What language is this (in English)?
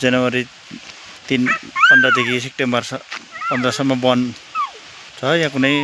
Nepali